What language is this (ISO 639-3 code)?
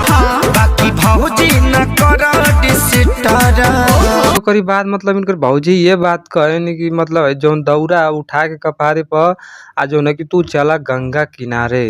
bho